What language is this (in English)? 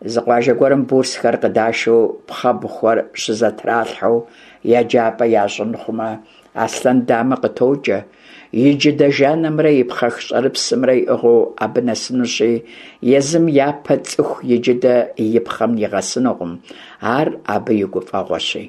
Kabardian